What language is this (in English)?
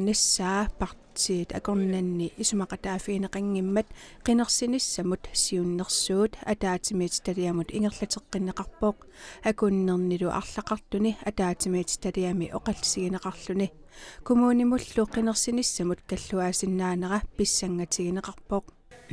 Kalaallisut